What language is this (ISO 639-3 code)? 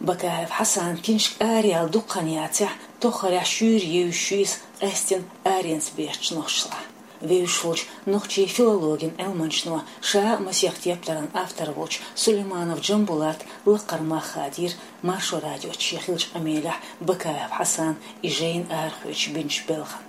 che